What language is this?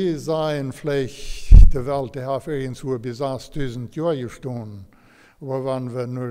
Plautdietsch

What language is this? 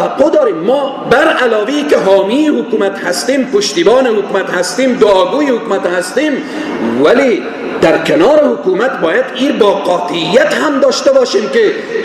Persian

